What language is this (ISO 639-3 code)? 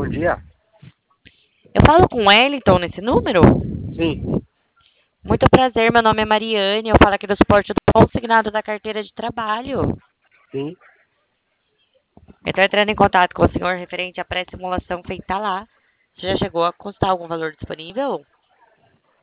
por